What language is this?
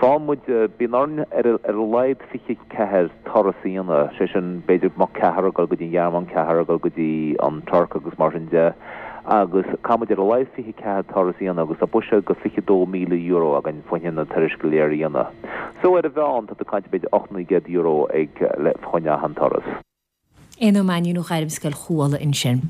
Irish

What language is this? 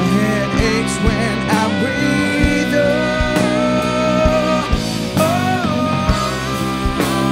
Catalan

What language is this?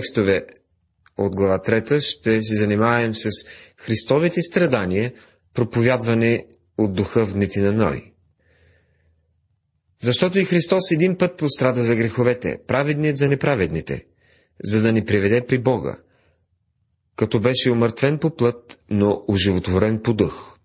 Bulgarian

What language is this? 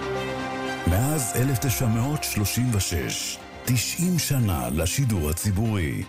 Hebrew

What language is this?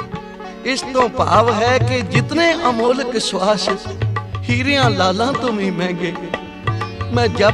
Punjabi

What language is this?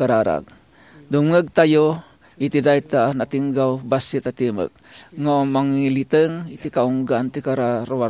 Iloko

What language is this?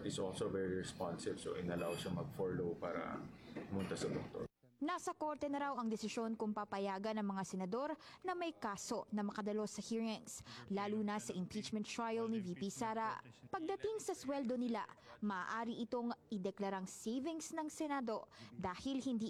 Filipino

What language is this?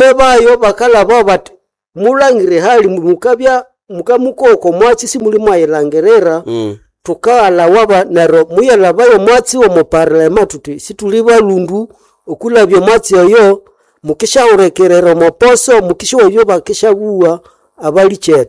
Nande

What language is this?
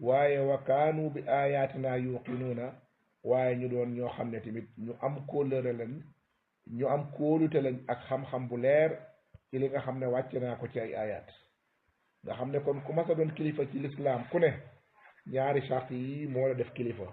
Wolof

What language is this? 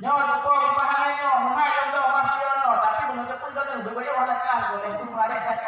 Achinese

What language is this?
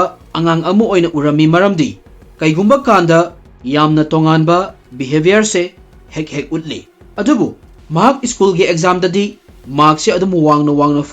Manipuri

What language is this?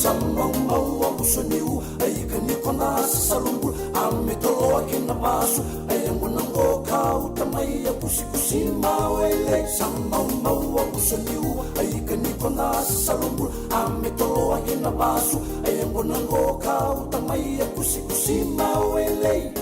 Fijian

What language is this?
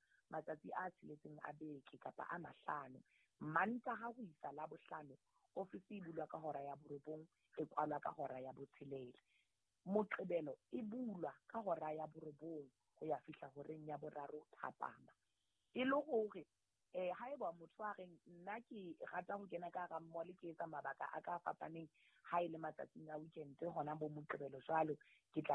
Southern Sotho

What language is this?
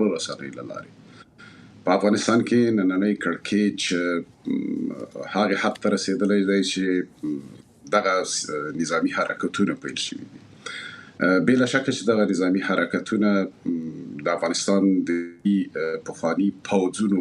Pashto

